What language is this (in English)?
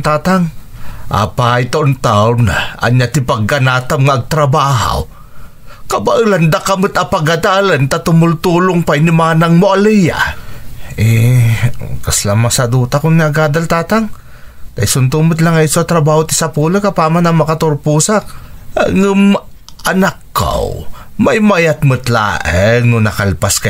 Iloko